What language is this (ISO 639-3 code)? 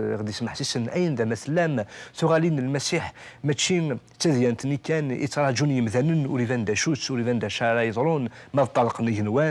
kab